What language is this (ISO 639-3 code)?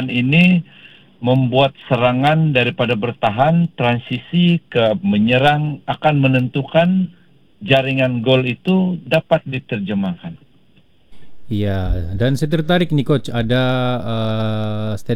msa